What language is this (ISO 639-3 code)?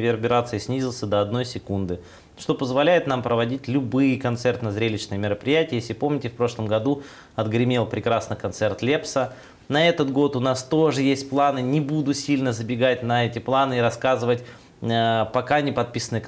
rus